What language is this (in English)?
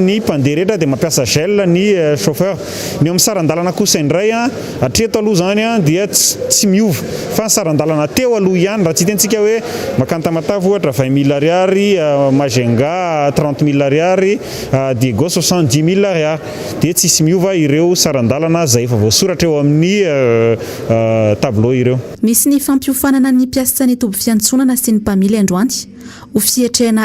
Malagasy